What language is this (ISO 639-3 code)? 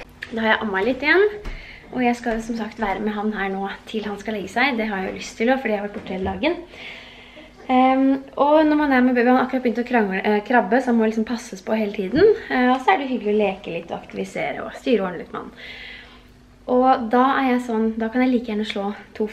nor